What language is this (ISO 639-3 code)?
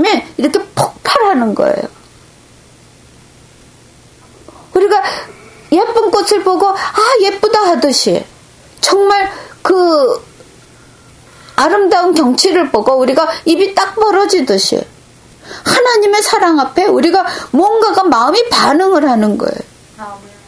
kor